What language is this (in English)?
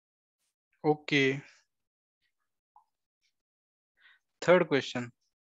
Marathi